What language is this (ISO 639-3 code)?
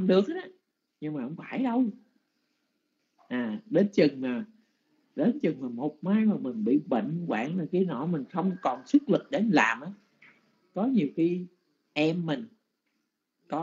vie